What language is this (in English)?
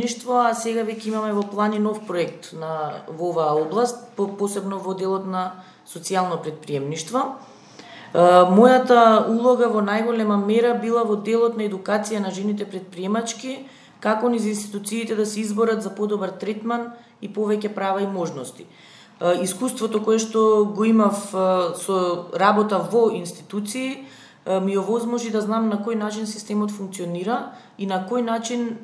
Macedonian